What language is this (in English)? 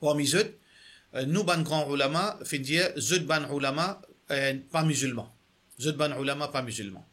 Morisyen